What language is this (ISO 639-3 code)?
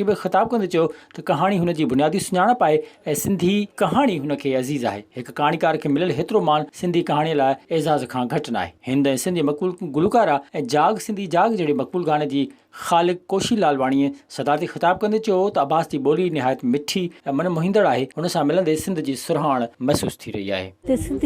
snd